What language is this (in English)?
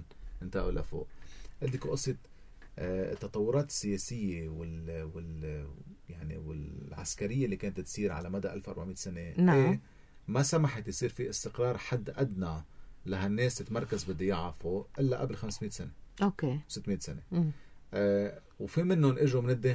North Levantine Arabic